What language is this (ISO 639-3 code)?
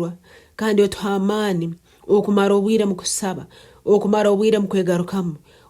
ttj